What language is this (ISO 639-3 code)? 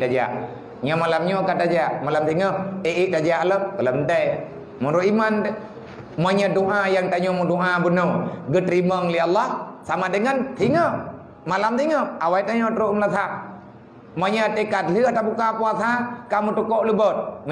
ace